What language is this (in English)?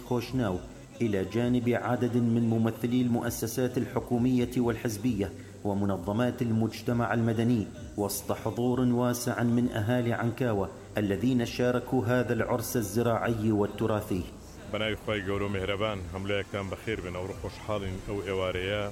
Mesopotamian Arabic